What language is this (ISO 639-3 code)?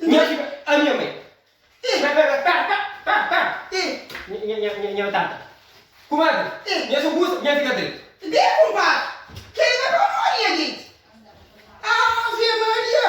kea